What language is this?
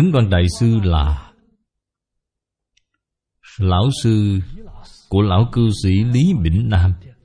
Vietnamese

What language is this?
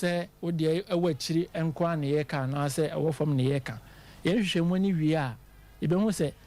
Akan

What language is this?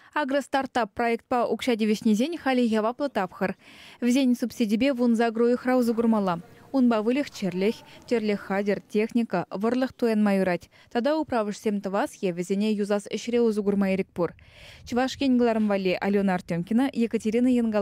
Chuvash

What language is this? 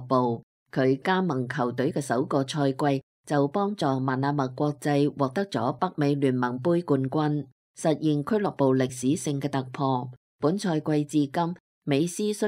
Cantonese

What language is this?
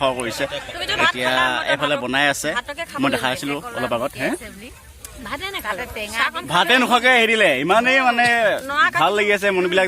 Assamese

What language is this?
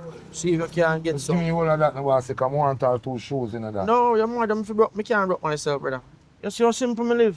Jamaican Creole English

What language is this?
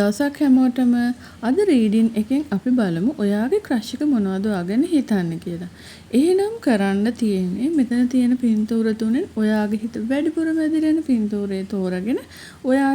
Sinhala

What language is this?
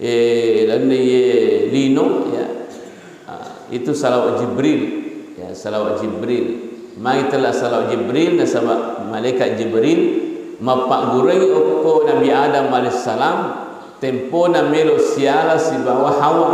Buginese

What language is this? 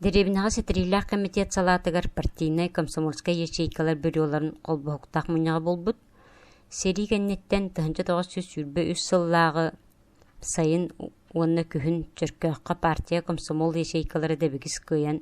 Yakut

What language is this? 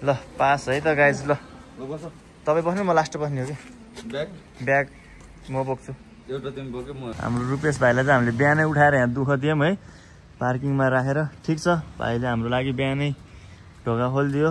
Nepali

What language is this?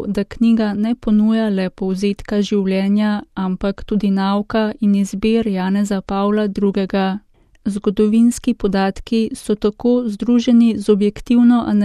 Slovenian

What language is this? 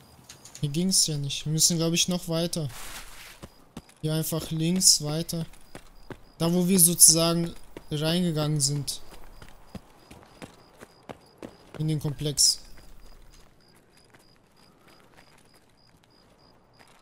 German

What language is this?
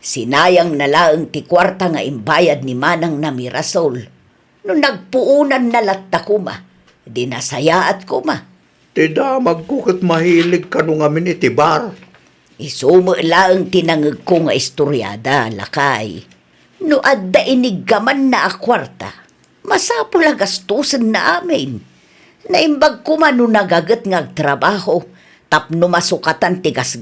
Iloko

